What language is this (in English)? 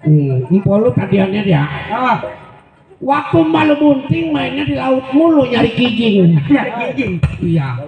Betawi